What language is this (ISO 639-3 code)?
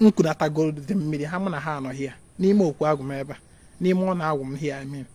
ibo